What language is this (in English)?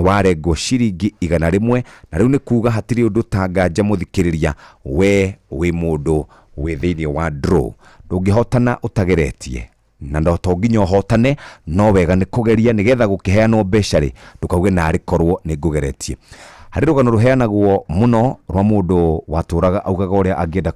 Kikuyu